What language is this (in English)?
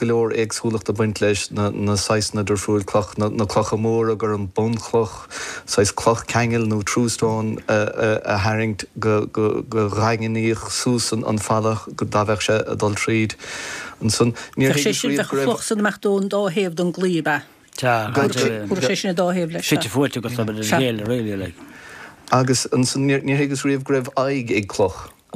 Irish